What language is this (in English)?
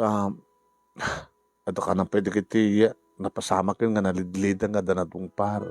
Iloko